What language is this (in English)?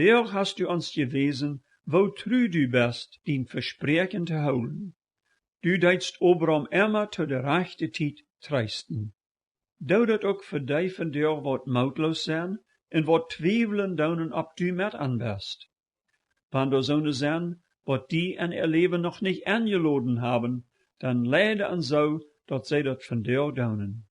Plautdietsch